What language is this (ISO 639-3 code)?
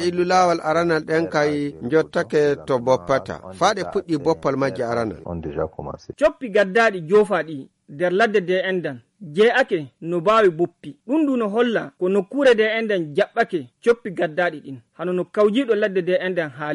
fuv